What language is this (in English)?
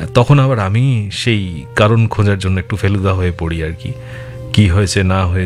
Bangla